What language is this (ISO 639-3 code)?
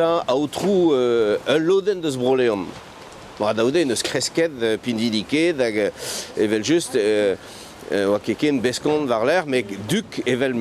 bre